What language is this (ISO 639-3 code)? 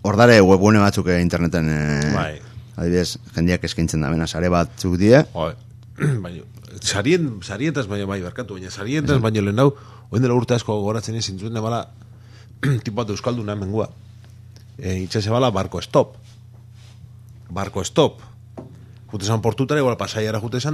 eus